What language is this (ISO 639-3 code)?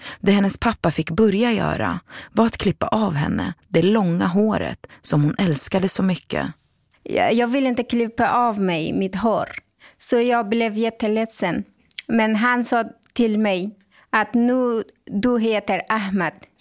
swe